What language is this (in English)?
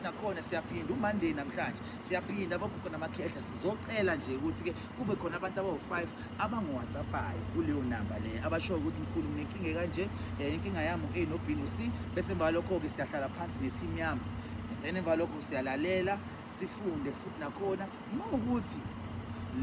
Zulu